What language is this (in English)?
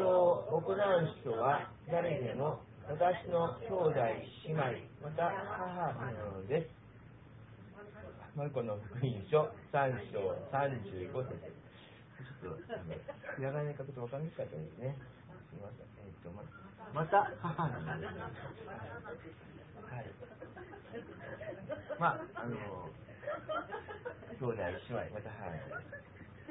Japanese